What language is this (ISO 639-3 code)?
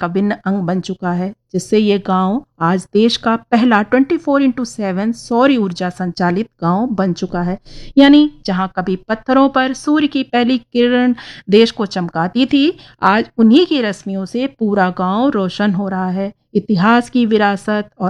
hin